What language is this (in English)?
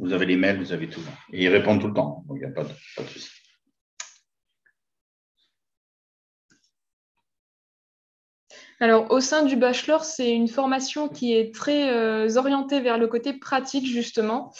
French